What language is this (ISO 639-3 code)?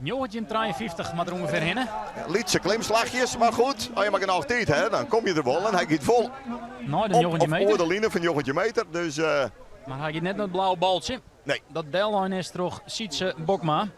fry